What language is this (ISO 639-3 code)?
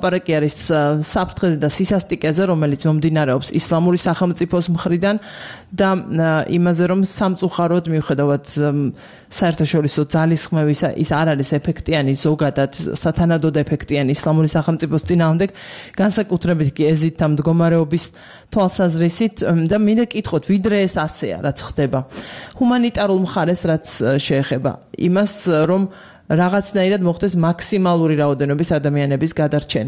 kat